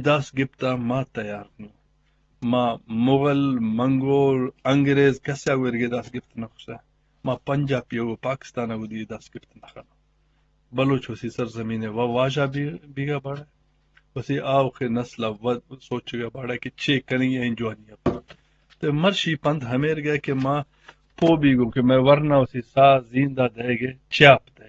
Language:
Eastern Balochi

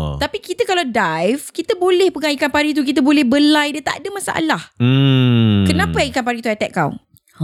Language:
Malay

